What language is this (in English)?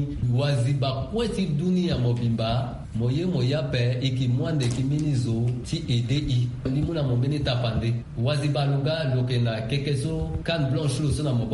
Sango